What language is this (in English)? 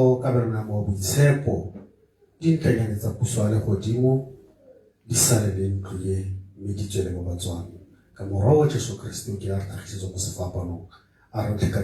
Tswana